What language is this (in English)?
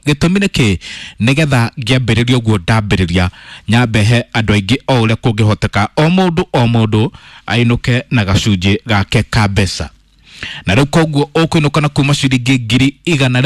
Kikuyu